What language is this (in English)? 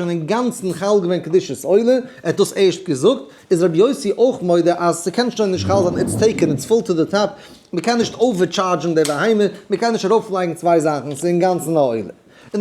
Yiddish